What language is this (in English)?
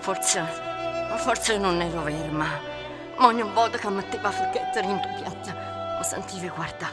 Neapolitan